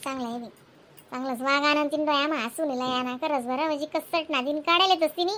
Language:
Khandesi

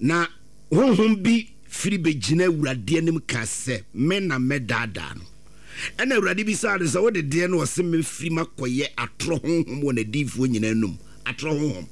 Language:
Akan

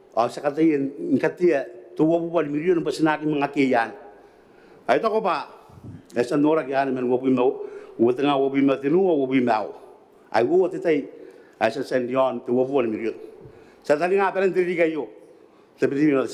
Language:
Gilbertese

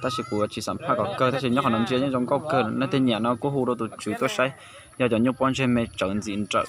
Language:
Hmong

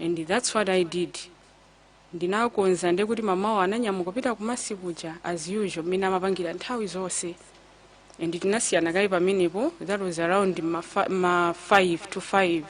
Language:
Nyanja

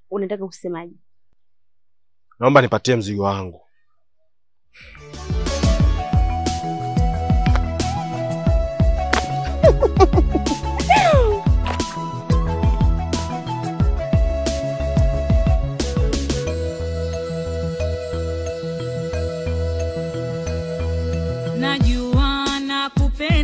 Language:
Swahili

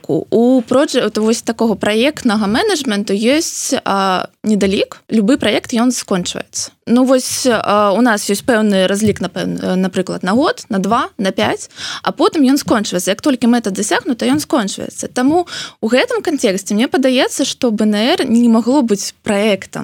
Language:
Belarusian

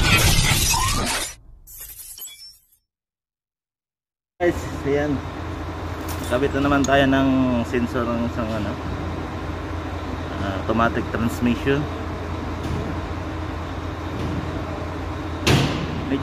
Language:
Filipino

